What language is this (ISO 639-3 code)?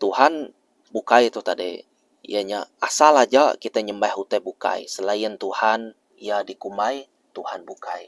iba